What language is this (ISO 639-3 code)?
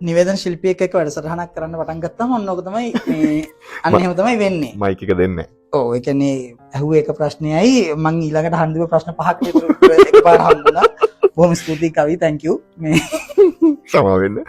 sin